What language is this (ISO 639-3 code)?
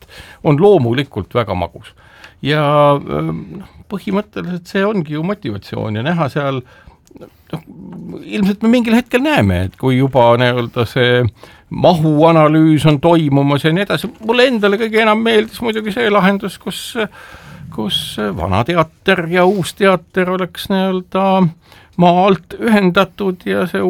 est